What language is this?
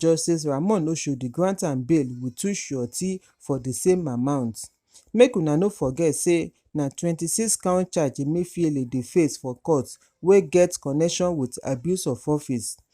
Nigerian Pidgin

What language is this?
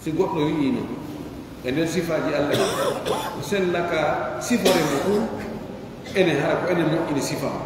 Pular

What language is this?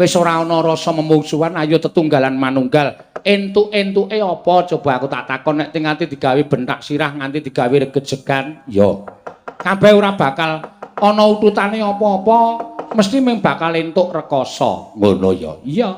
Javanese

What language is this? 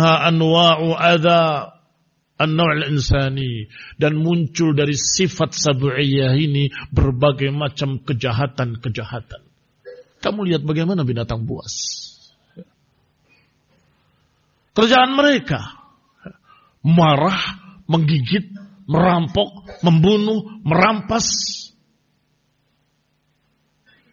Indonesian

